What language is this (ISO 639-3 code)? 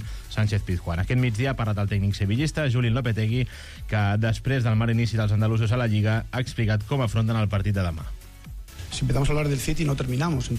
cat